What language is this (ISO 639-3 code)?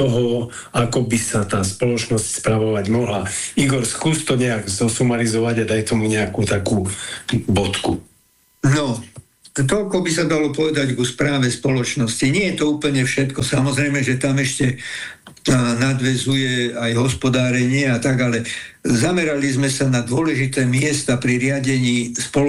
slk